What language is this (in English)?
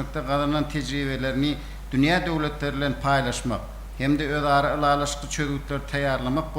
Turkmen